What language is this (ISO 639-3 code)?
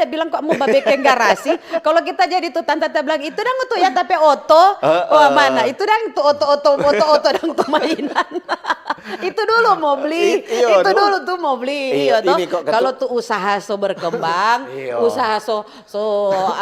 xmm